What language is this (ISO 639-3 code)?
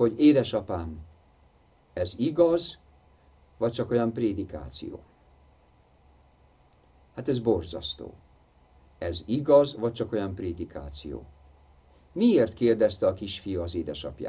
hun